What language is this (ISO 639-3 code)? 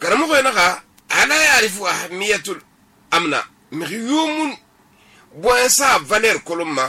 sus